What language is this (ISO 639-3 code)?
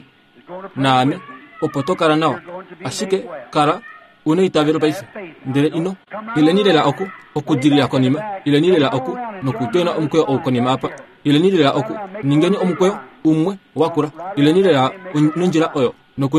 kua